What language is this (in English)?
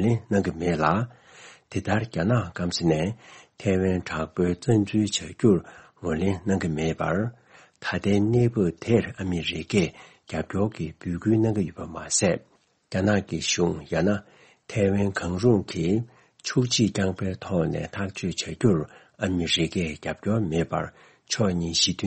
Tibetan